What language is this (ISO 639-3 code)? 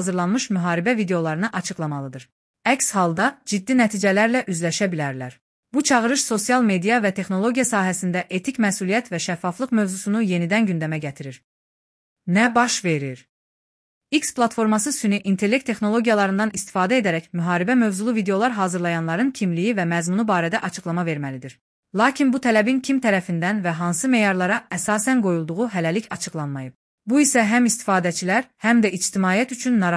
aze